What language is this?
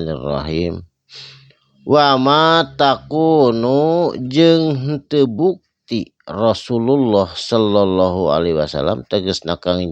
Sundanese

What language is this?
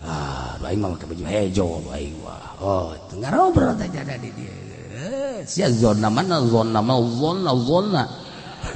Sundanese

